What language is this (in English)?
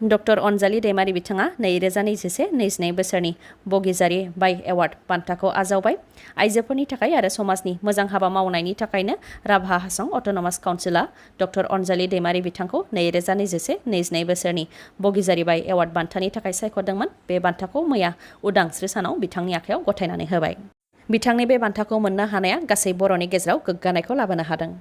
Bodo